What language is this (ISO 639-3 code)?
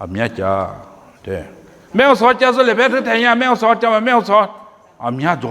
lis